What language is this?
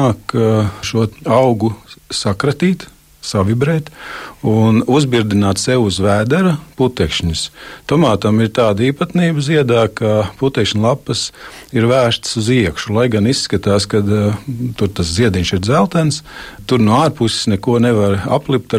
Latvian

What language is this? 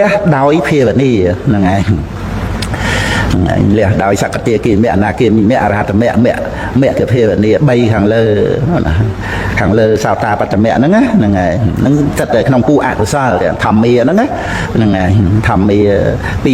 Khmer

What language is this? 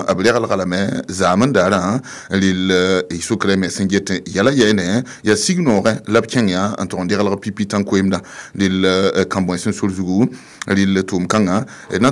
Mossi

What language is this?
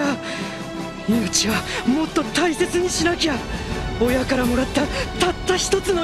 Japanese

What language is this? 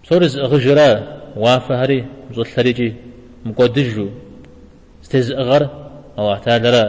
Kabardian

